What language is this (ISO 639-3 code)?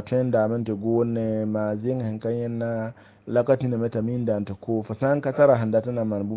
mos